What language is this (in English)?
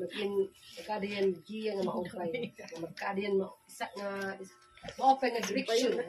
Waray